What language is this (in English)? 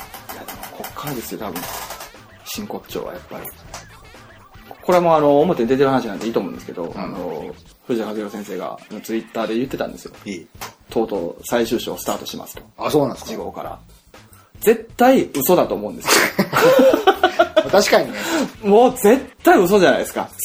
Japanese